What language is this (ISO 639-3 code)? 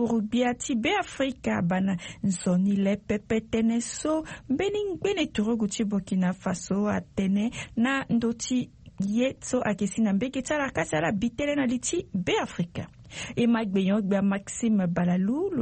sag